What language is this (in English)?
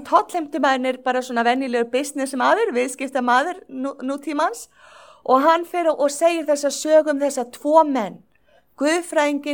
Icelandic